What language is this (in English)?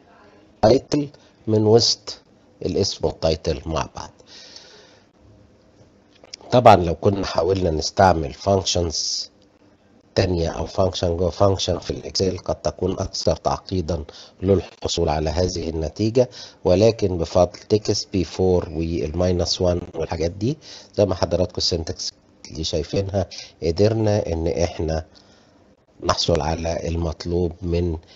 Egyptian Arabic